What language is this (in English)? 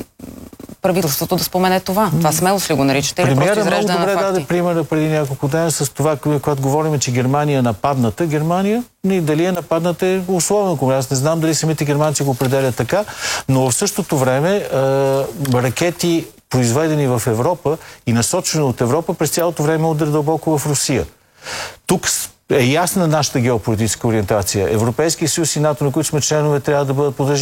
Bulgarian